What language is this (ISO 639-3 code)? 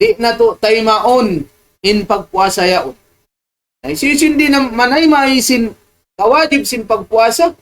tsg